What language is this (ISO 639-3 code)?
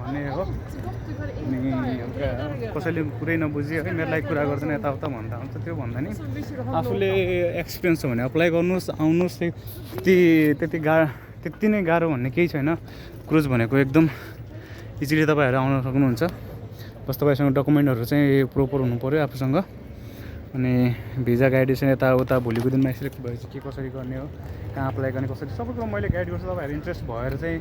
nep